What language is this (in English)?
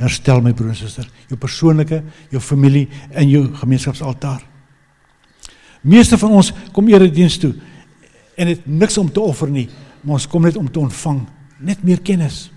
Afrikaans